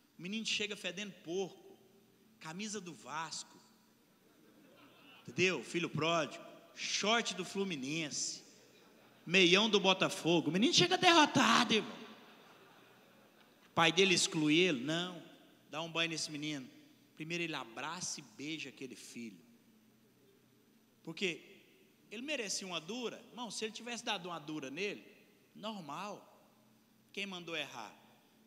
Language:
Portuguese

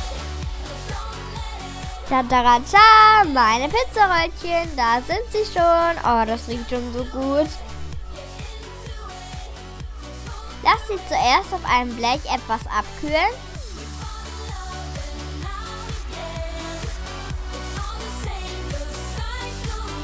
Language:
German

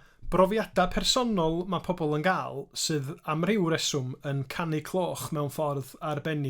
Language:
Welsh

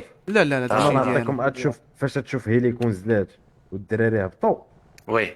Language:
Moroccan Arabic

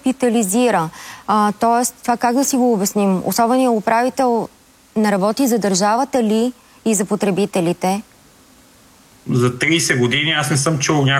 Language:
Bulgarian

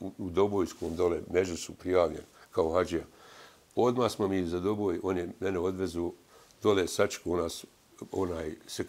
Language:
Bosnian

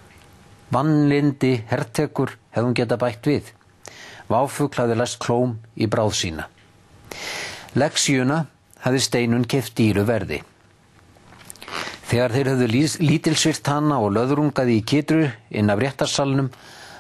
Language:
Icelandic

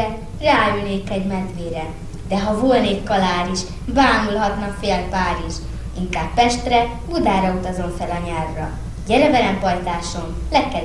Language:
Hungarian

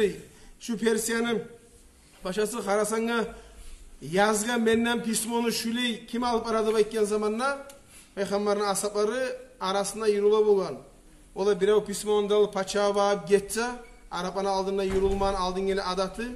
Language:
Kumyk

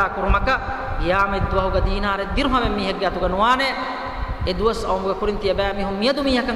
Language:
Divehi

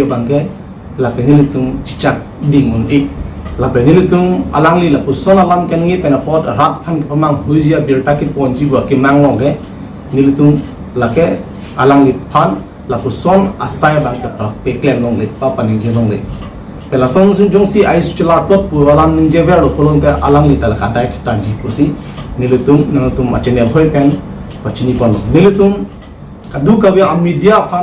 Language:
Karbi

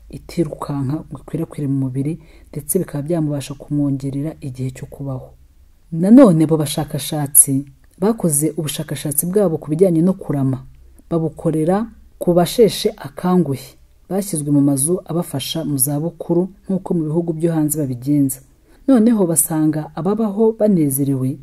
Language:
Kinyarwanda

